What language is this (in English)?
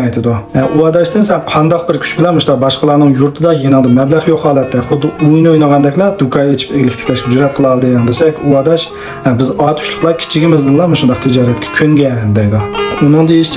Uyghur